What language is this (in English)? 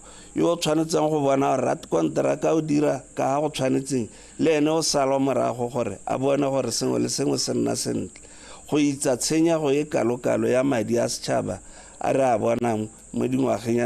Tswana